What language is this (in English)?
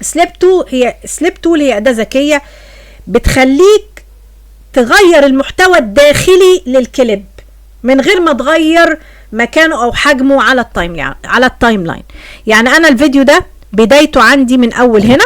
Egyptian Arabic